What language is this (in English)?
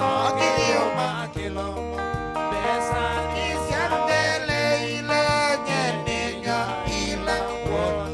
Kamba